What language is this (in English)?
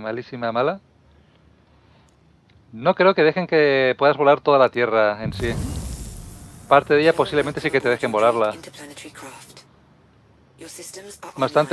Spanish